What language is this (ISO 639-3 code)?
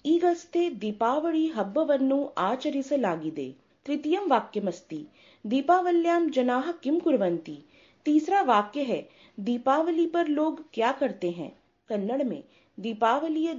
san